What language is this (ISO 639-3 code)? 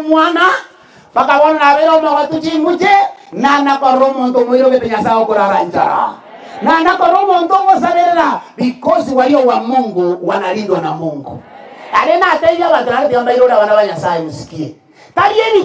guz